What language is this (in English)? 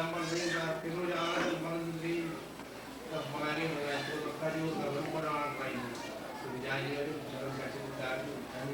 Marshallese